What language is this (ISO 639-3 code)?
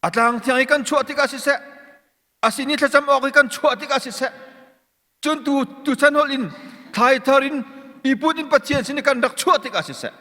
cnh